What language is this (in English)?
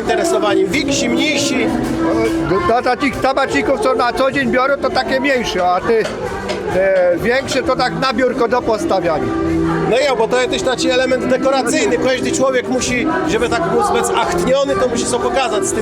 Kashubian